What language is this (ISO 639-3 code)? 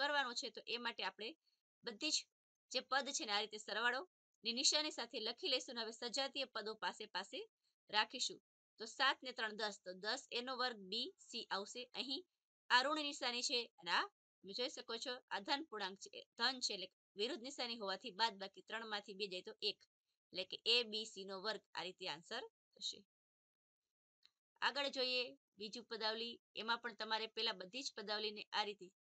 guj